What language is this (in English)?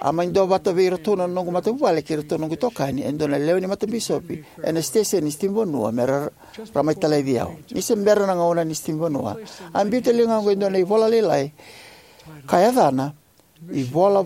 Fijian